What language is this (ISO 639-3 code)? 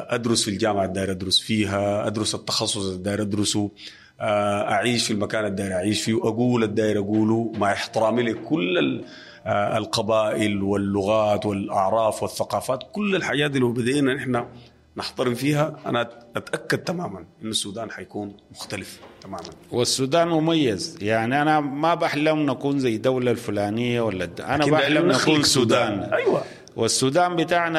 apd